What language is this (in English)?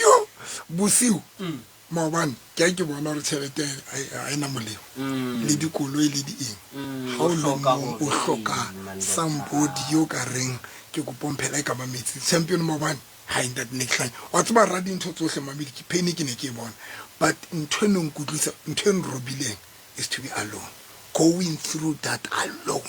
Southern Sotho